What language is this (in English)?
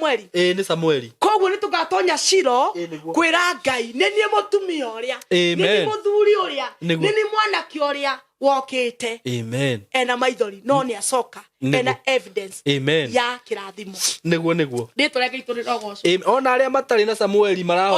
Kikuyu